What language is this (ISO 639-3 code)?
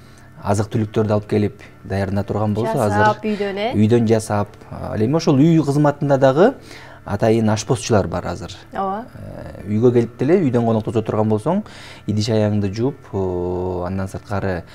kir